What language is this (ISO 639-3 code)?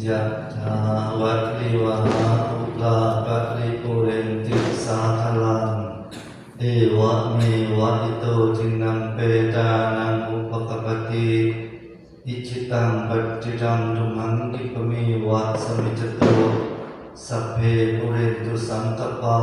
pli